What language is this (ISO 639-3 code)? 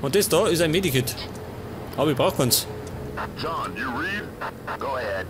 bar